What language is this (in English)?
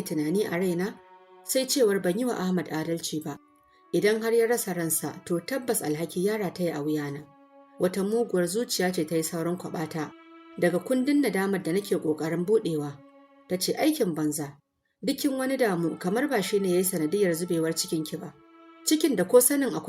Hausa